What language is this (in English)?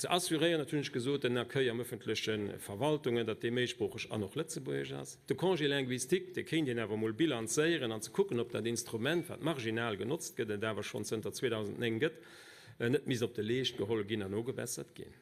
Luxembourgish